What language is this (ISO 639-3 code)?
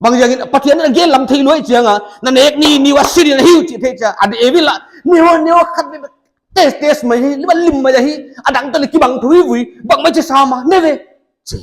pck